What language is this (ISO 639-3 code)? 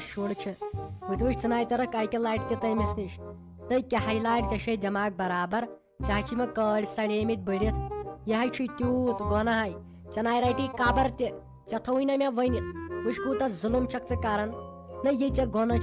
kas